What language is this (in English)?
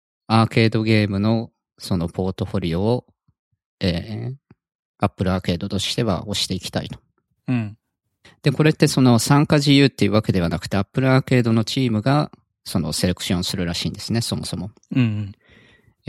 Japanese